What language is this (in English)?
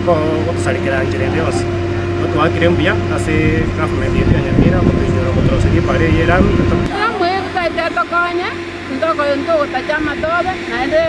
Gusii